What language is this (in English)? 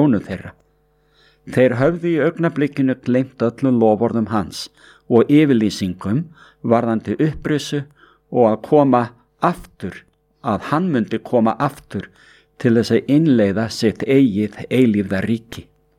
Icelandic